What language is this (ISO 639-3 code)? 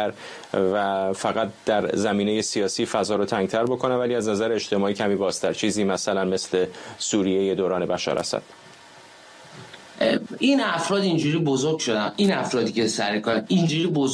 fas